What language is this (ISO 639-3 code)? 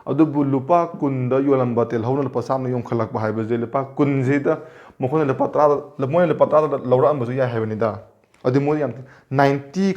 mni